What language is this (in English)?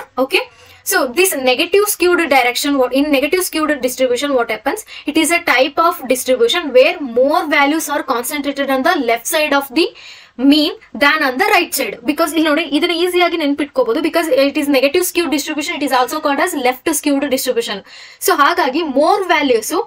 Kannada